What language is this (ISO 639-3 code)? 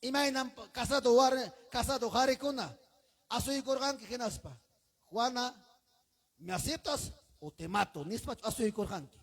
quy